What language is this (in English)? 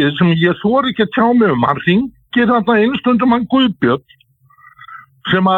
Icelandic